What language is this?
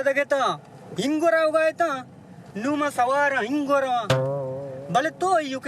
Baluchi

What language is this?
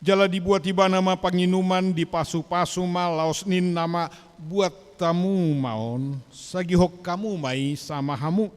Batak Toba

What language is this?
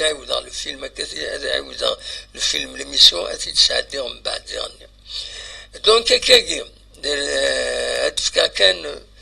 Kabyle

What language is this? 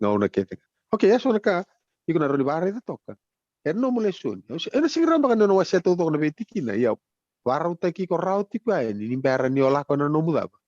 Fijian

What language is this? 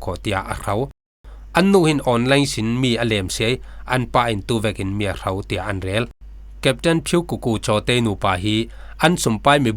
Falam Chin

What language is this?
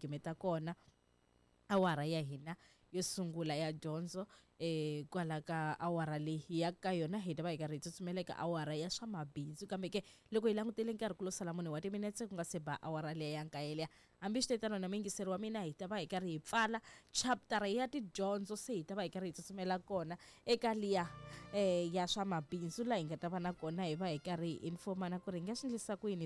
Tsonga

